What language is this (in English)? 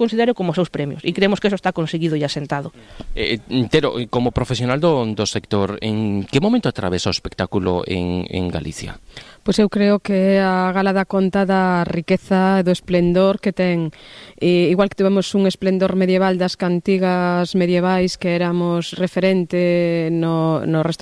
Galician